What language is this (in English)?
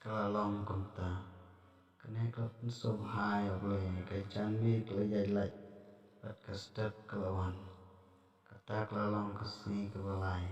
Khasi